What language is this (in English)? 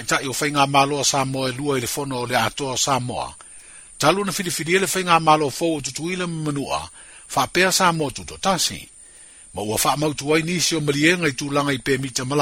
Samoan